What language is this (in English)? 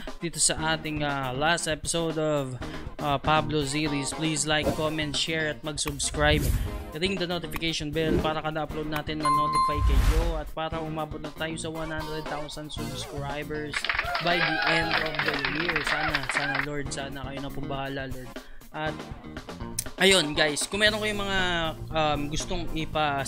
Filipino